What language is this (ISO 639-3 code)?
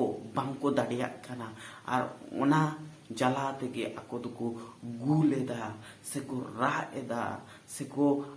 sat